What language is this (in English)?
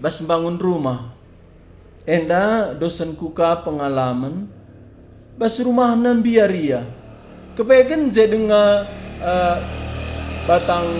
Batak Karo